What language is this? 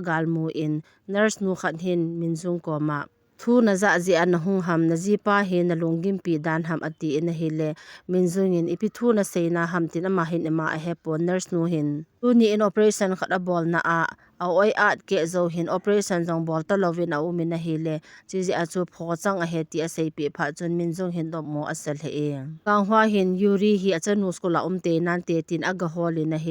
Thado Chin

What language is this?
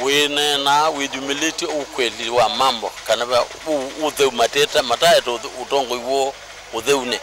Kamba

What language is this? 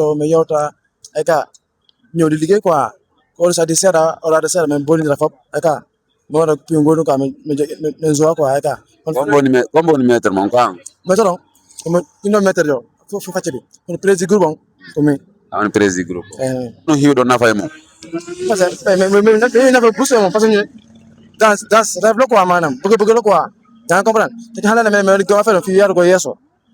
Fula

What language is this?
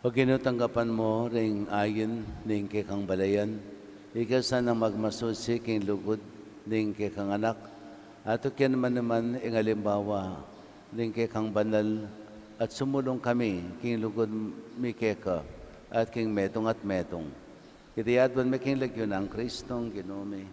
Pampanga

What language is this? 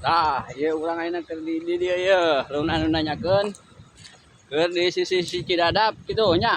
Sundanese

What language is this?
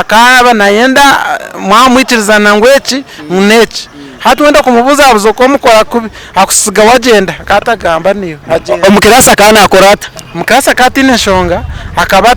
Nyankole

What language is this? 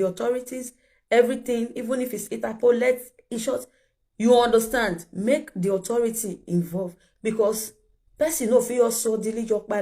Nigerian Pidgin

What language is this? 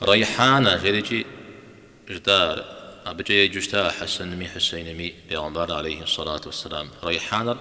Kabardian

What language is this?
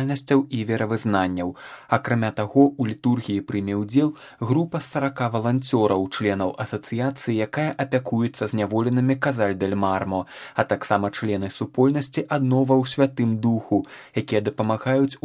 Belarusian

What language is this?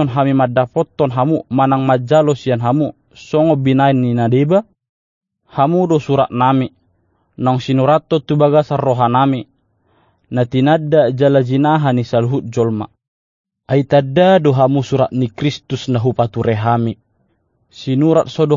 Batak Toba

